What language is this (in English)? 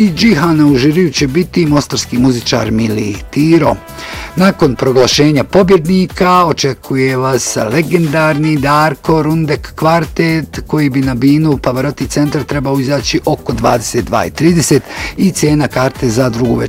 Bosnian